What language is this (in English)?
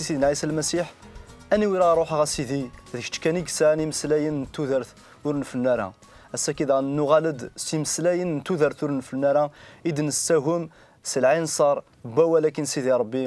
Kabyle